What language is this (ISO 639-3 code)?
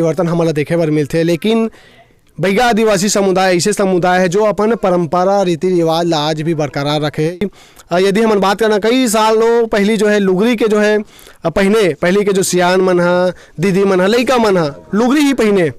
hne